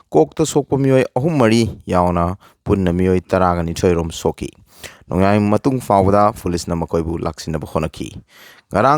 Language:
Manipuri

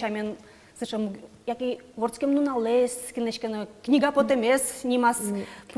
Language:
Udmurt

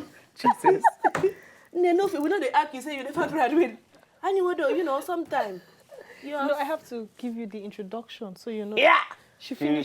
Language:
Nigerian Pidgin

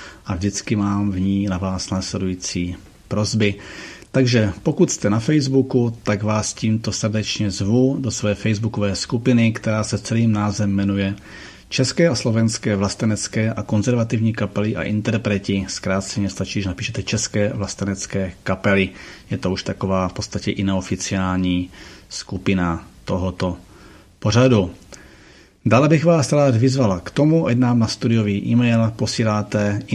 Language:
Czech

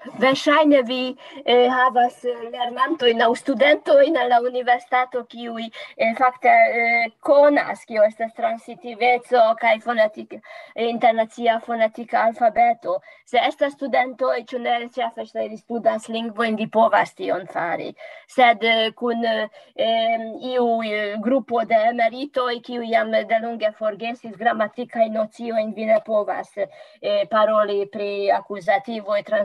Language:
Esperanto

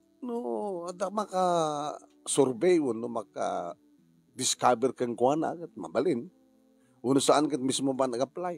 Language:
Iloko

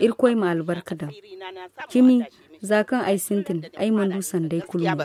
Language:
Zarma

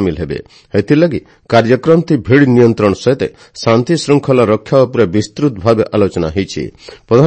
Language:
Odia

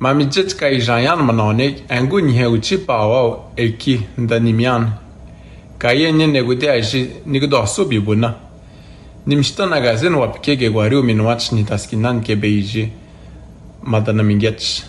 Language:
Atikamekw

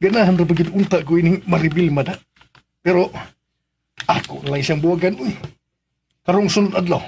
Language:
Cebuano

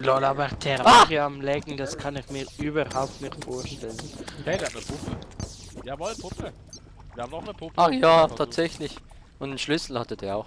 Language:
Swiss German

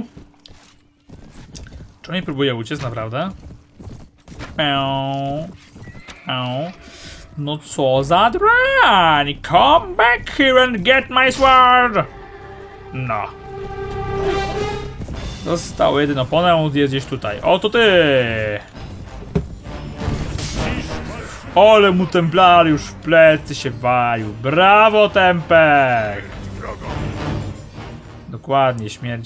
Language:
Polish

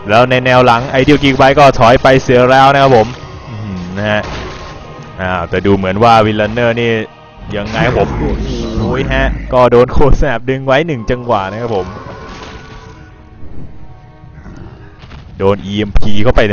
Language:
Thai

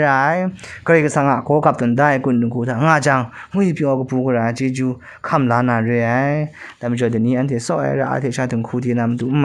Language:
Kachin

